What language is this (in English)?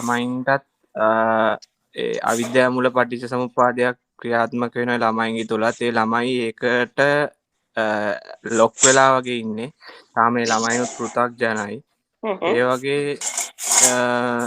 Sinhala